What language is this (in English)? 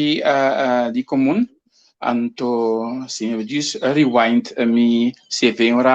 Papiamento